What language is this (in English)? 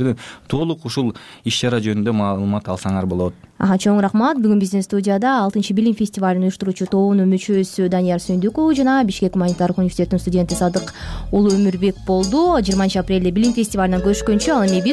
Kyrgyz